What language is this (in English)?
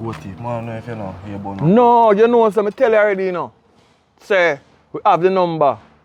Jamaican Creole English